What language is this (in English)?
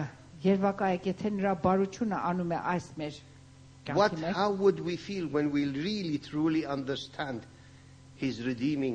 Armenian